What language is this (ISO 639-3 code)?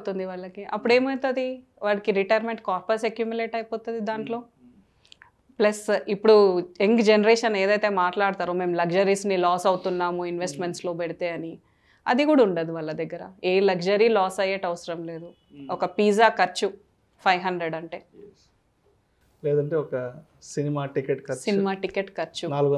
tel